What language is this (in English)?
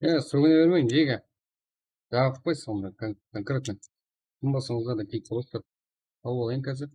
Kara-Kalpak